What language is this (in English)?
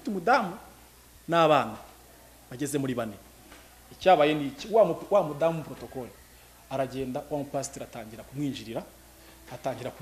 Kinyarwanda